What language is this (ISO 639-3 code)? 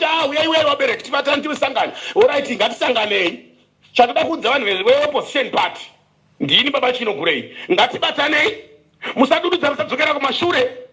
sna